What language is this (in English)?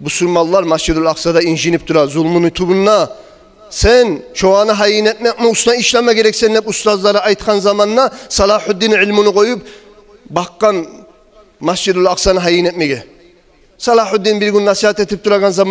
Kumyk